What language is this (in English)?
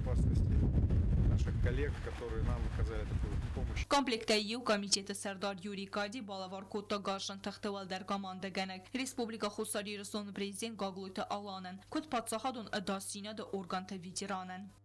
Ossetic